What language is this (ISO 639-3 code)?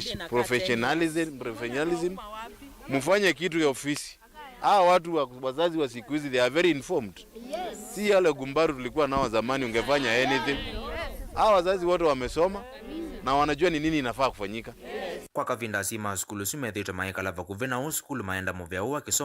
kam